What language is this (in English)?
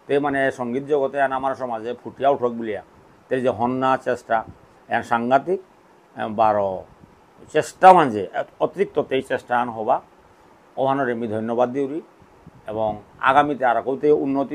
Bishnupriya